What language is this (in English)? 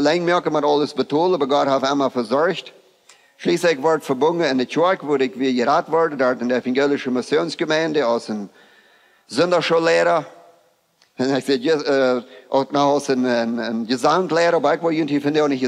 Plautdietsch